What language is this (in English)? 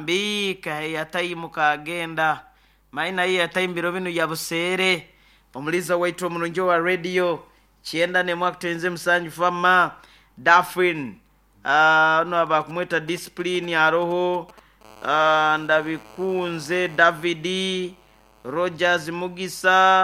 Nyoro